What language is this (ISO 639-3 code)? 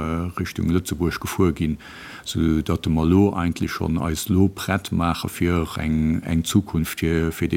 ltz